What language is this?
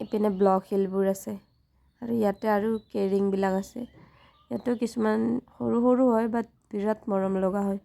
Assamese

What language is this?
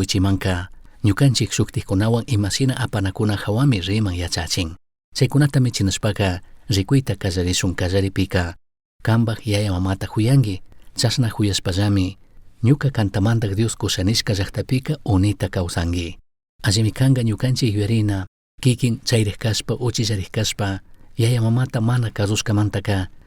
Chimborazo Highland Quichua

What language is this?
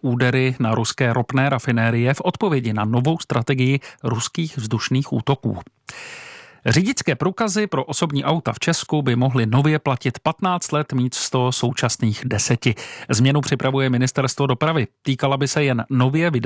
Czech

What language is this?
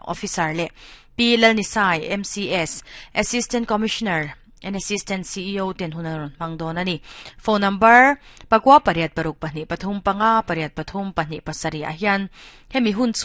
Mizo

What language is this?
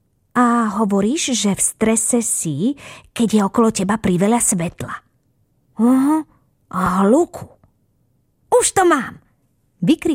Slovak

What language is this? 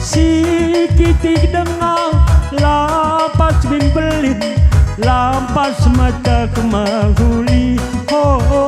Batak Karo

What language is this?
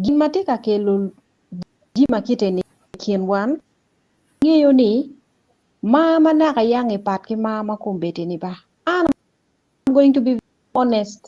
Acoli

